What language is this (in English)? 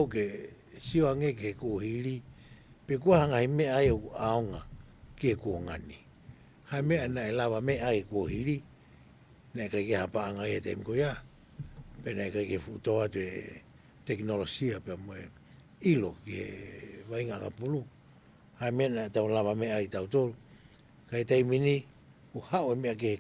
Tongan